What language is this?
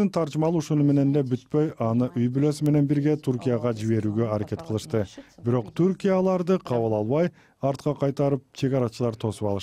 Kyrgyz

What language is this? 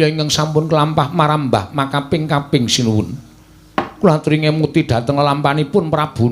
Javanese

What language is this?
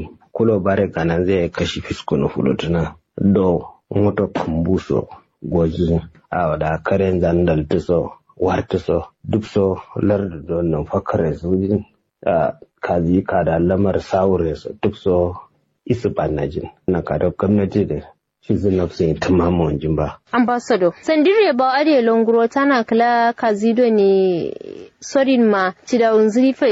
Kanuri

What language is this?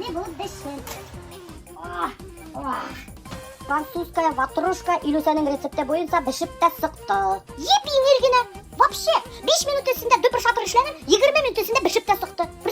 Bashkir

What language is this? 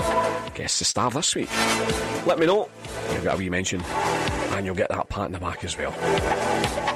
English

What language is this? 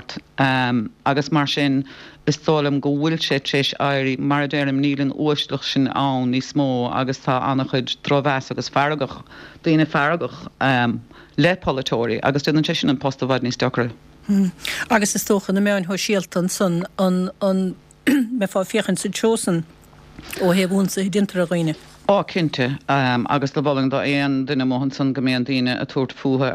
Irish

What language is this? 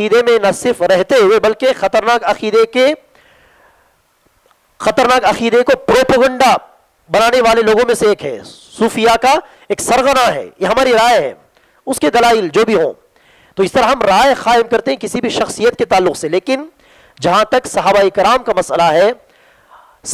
Urdu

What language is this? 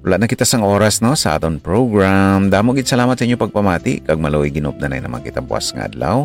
Hiligaynon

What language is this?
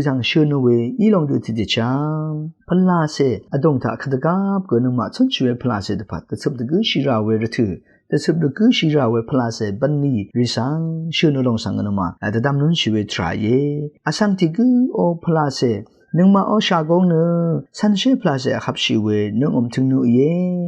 Rawang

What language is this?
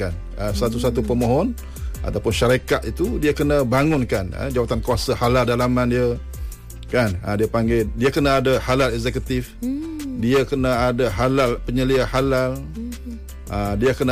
Malay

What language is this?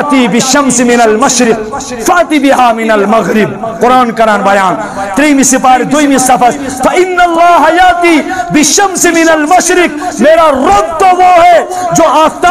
Kashmiri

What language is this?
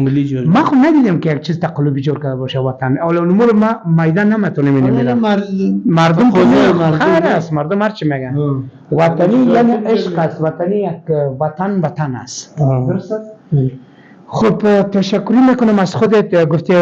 Persian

